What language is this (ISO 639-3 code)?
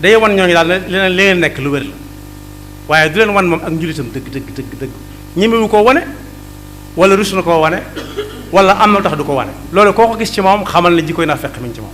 wol